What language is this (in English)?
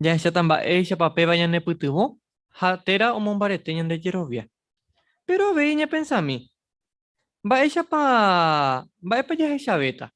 Guarani